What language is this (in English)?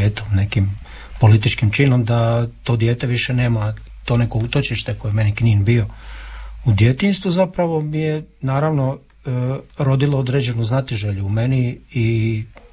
Croatian